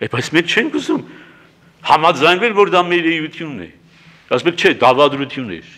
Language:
Armenian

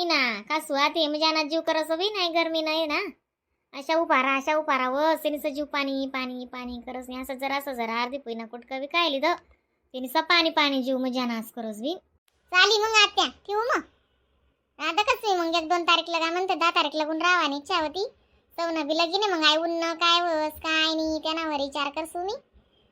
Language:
Khandesi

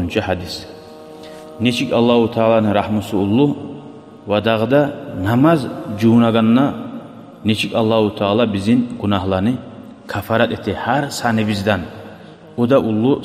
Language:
Kumyk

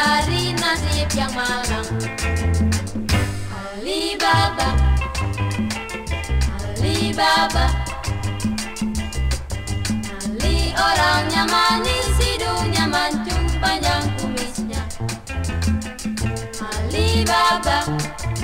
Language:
Indonesian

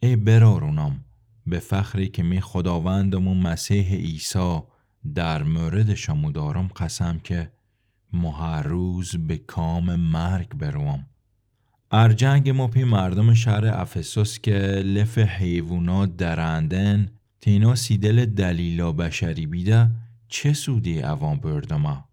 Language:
Gilaki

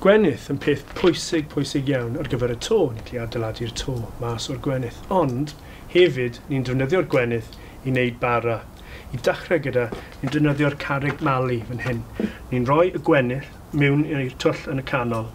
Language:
Welsh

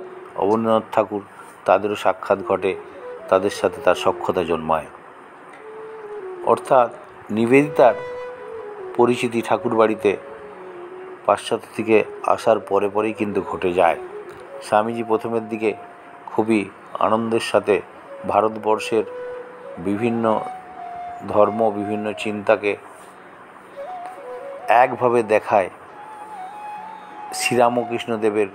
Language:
Bangla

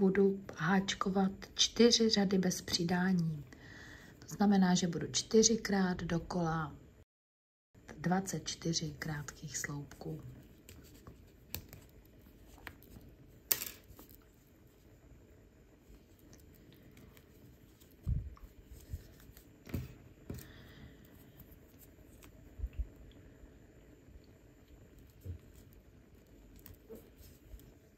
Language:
Czech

